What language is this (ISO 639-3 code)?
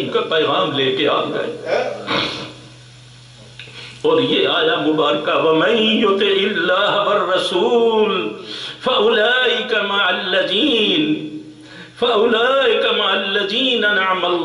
urd